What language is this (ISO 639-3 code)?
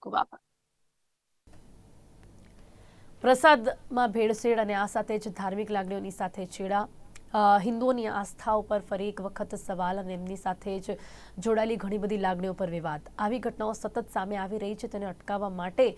guj